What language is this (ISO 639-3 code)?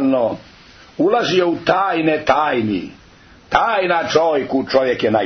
hrv